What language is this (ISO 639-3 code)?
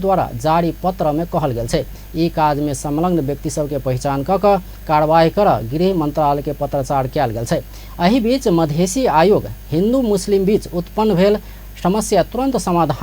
mai